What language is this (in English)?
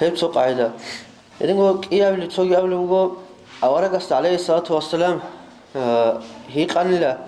Avaric